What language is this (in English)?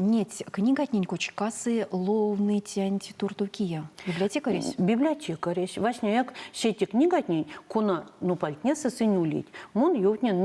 Erzya